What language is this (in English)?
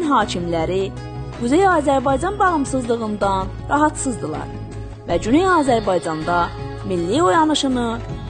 South Azerbaijani